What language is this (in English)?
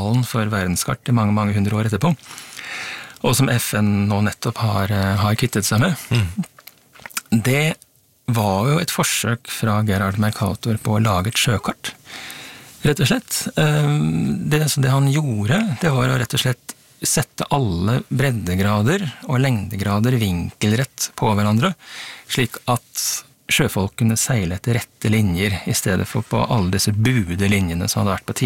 Norwegian